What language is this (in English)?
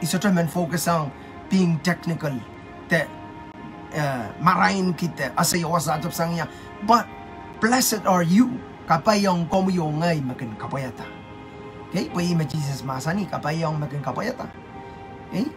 Pohnpeian